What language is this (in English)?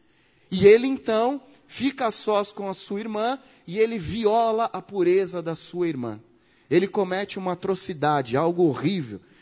Portuguese